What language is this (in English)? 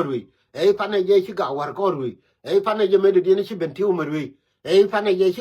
Nuer